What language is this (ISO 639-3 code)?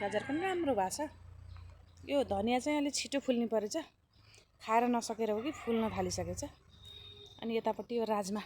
nep